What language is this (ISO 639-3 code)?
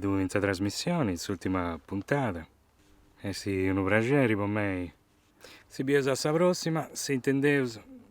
srd